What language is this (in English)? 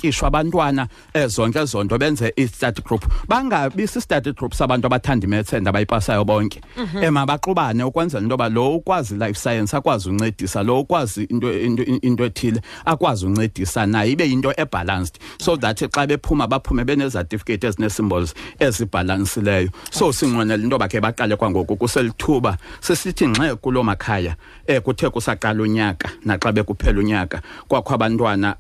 Xhosa